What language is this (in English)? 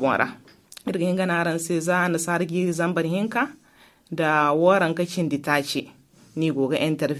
Zarma